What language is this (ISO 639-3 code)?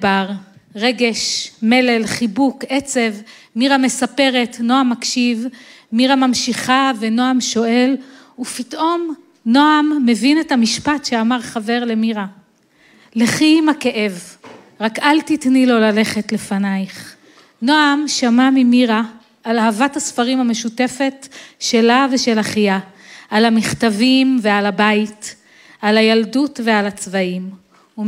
heb